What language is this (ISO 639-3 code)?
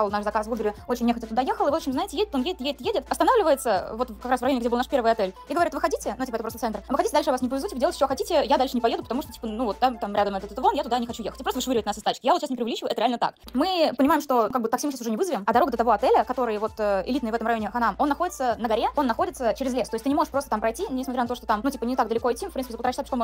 rus